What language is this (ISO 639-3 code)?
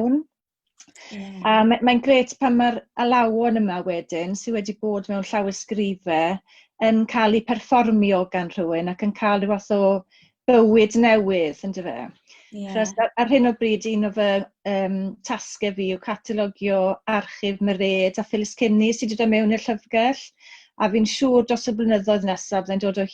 cym